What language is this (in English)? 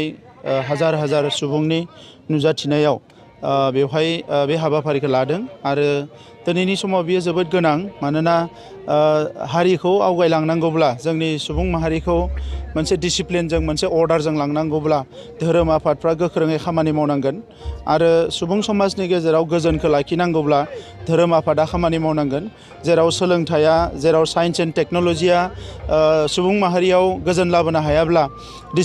Bodo